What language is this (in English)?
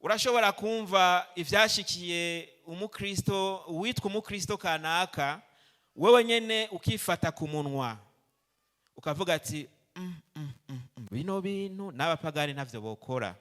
Rundi